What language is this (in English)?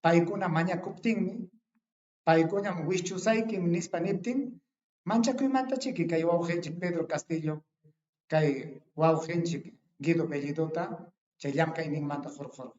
Ayacucho Quechua